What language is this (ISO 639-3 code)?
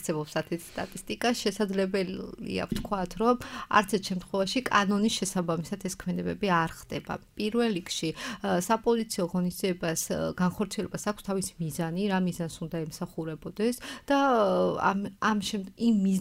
kat